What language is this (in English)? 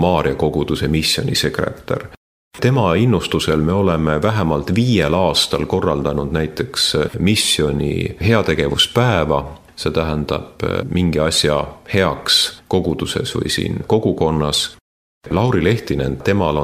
Estonian